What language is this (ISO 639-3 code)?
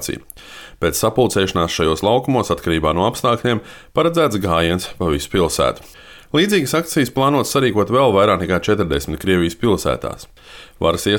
lav